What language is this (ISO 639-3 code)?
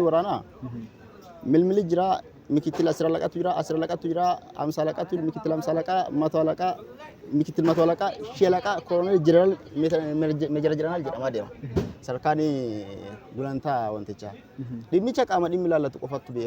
orm